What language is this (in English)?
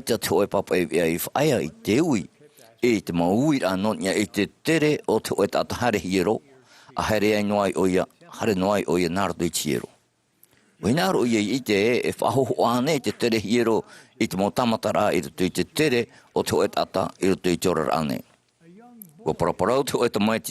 Tahitian